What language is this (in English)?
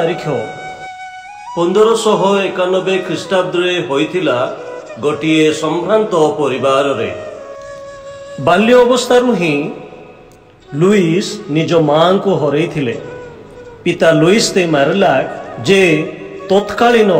Odia